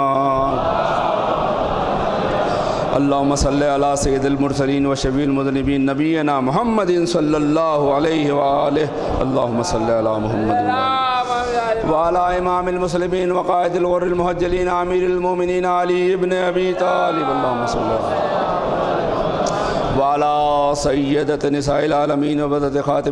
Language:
Urdu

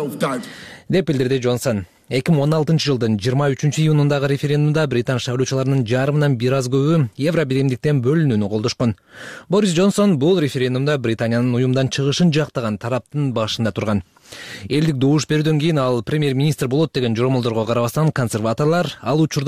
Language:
Kyrgyz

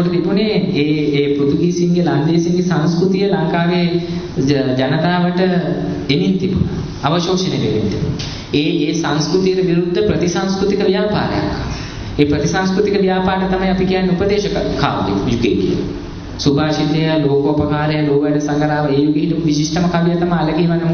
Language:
Sinhala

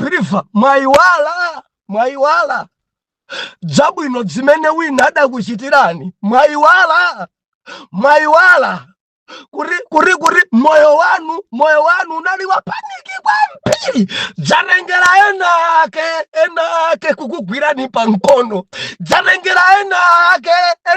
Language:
Nyanja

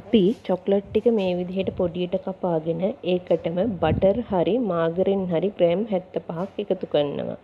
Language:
Sinhala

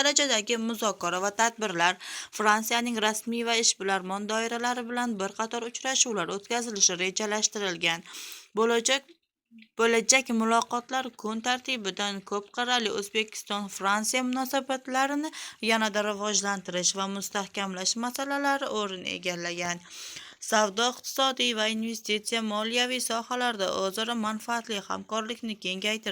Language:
Uzbek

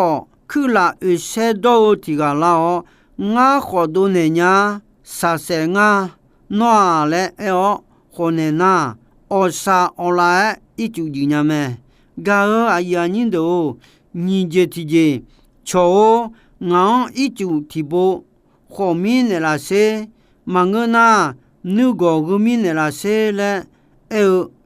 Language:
Akha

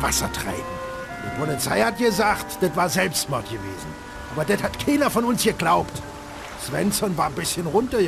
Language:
Bavarian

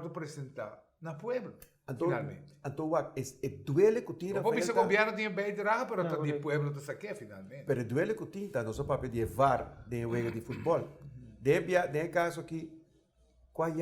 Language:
Papiamento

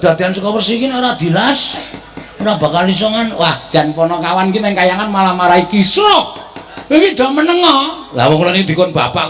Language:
Javanese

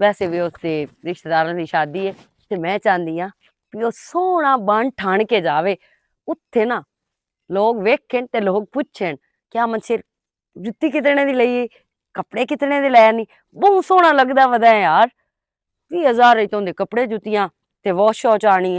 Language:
Western Panjabi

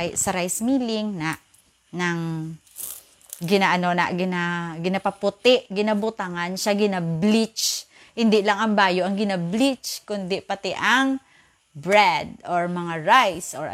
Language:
Hiligaynon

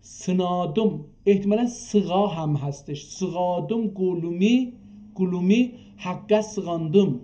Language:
South Azerbaijani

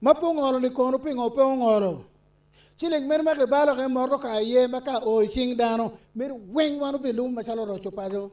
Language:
Acoli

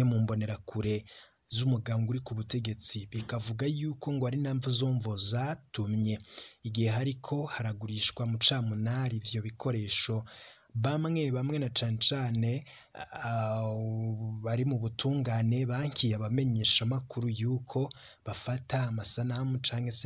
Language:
Rundi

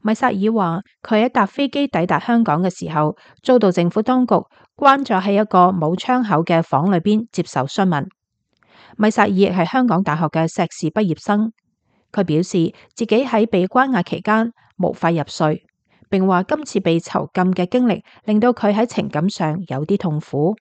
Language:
Cantonese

